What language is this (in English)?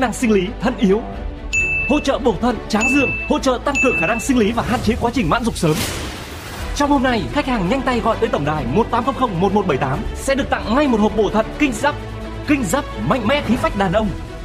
Vietnamese